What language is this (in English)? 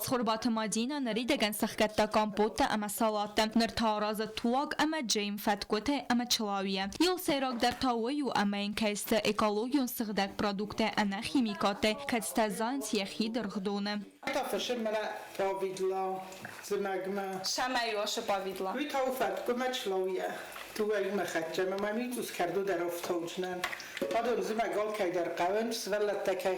Ossetic